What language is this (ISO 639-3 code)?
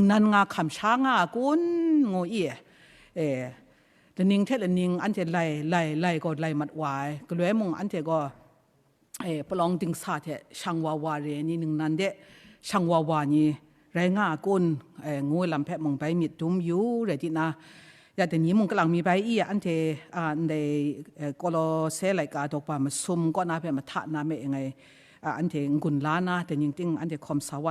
kac